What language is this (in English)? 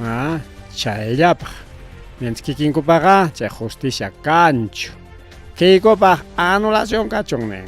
Ayacucho Quechua